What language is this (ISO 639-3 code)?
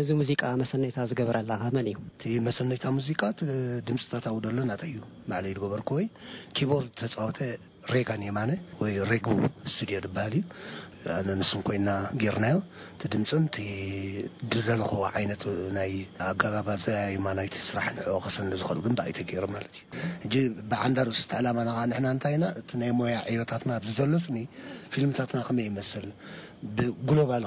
tir